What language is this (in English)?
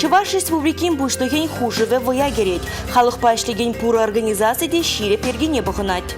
Chuvash